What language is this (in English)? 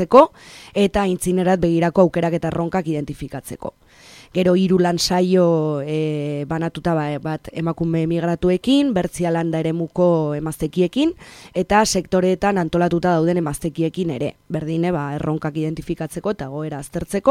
Basque